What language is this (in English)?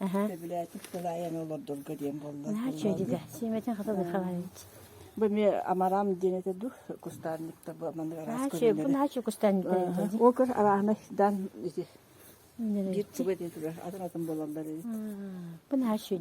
Yakut